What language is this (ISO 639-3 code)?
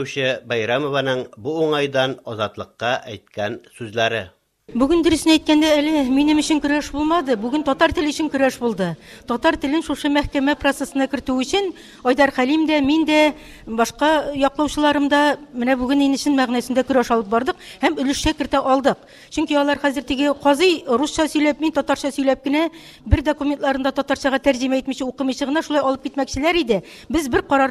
tat